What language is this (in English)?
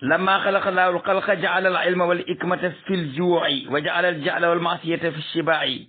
Wolof